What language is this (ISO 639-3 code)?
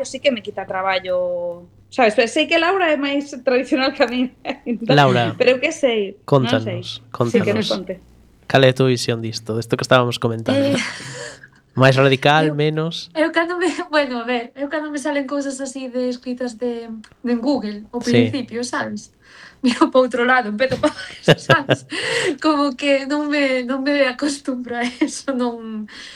glg